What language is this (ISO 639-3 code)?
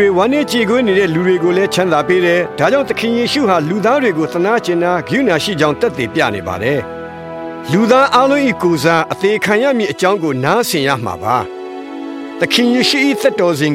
mya